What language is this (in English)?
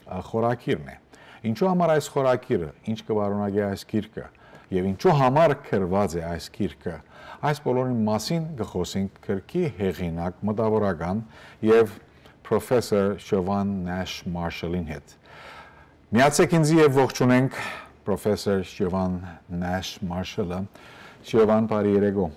Western Armenian